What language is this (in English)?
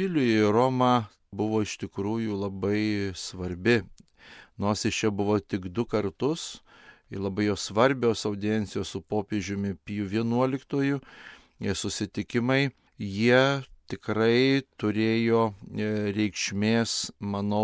Lithuanian